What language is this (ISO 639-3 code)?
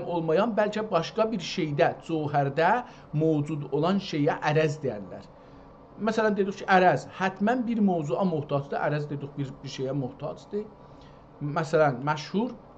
azb